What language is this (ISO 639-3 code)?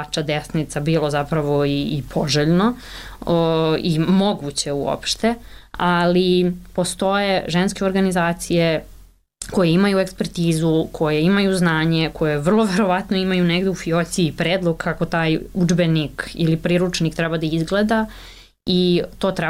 srp